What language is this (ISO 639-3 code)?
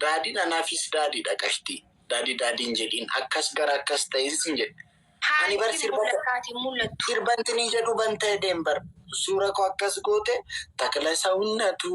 orm